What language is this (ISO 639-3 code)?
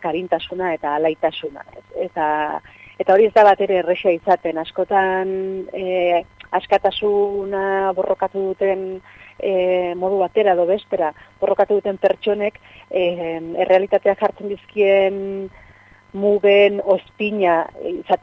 eus